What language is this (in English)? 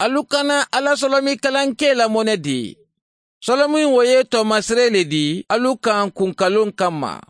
Mandingo